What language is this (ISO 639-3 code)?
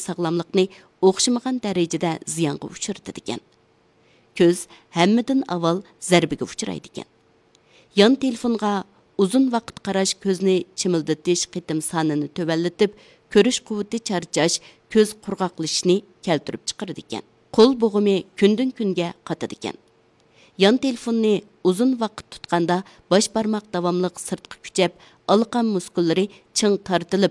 uig